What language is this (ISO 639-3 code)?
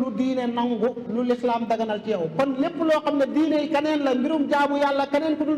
wol